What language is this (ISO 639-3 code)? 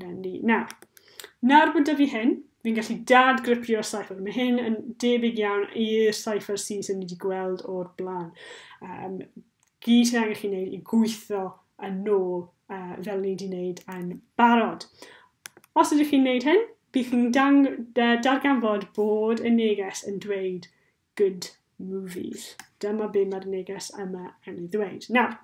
cym